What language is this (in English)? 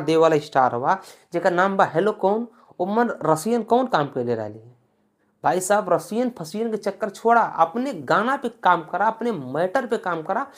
Bhojpuri